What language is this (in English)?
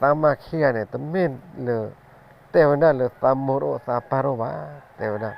S'gaw Karen